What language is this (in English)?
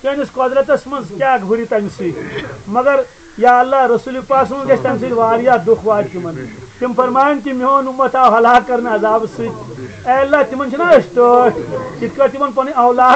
Kashmiri